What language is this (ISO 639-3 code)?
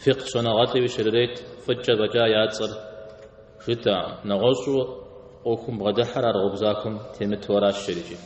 kbd